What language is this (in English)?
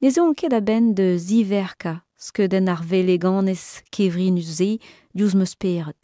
Breton